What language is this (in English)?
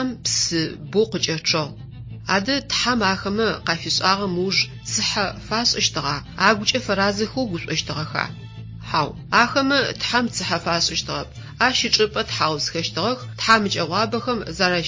Adyghe